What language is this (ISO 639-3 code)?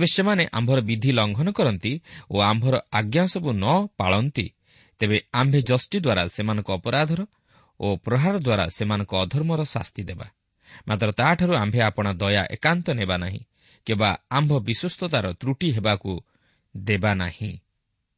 ori